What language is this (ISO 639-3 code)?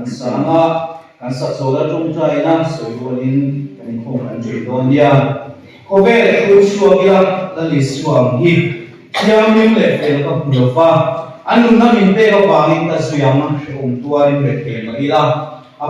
lus